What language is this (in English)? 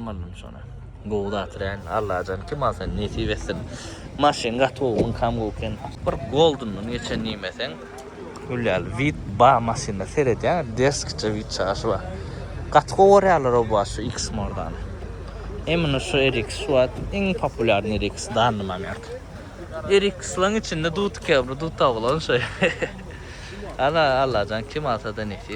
Turkmen